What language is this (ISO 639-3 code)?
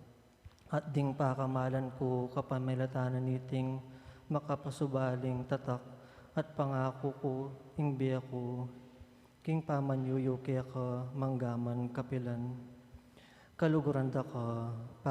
pam